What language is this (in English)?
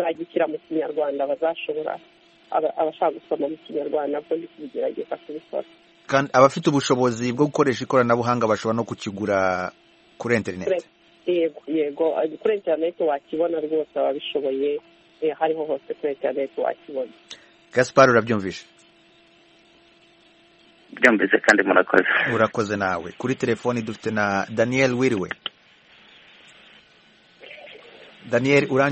Kinyarwanda